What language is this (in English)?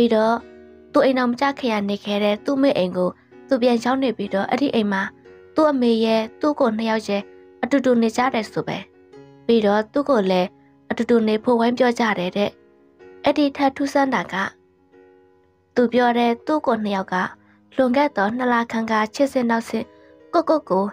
Burmese